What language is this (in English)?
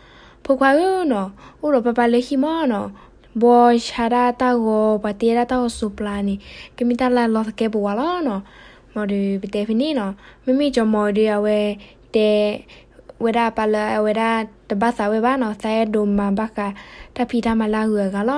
S'gaw Karen